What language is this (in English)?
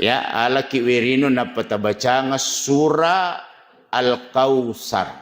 Buginese